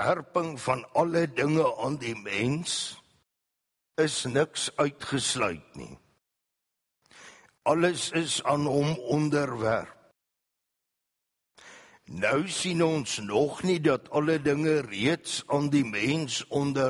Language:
Afrikaans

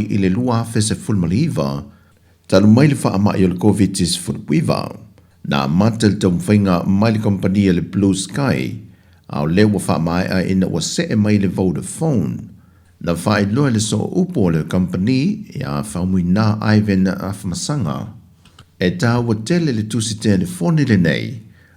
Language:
Samoan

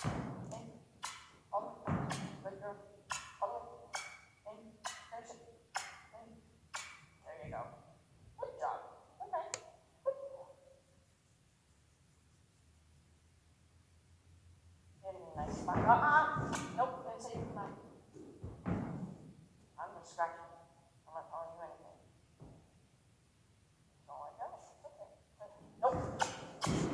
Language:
English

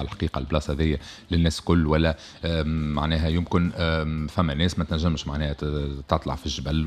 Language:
Tunisian Arabic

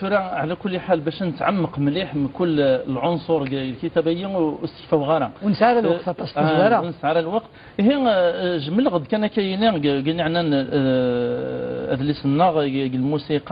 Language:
Kabyle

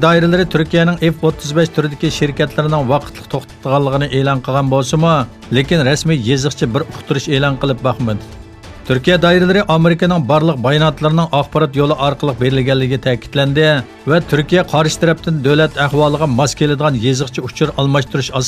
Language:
Uyghur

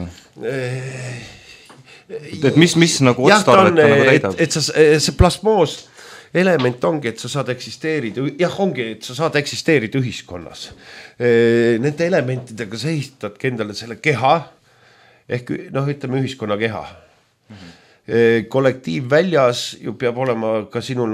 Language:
Estonian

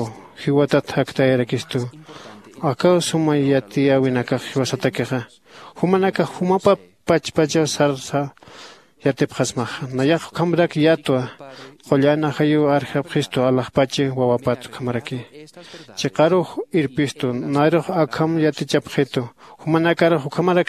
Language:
Aymara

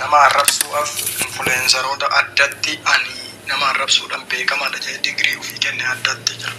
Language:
Oromo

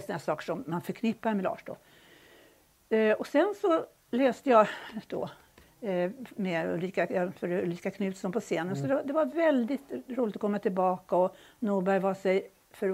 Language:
Swedish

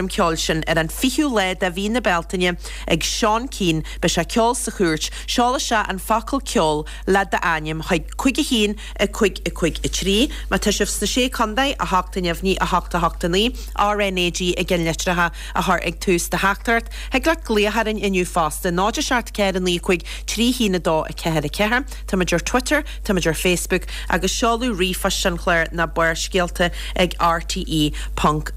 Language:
Irish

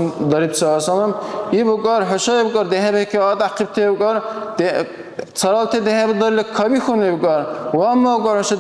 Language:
Dargwa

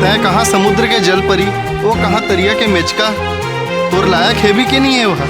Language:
Chhattisgarhi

